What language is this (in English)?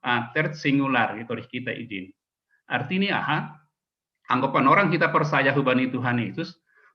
Batak Simalungun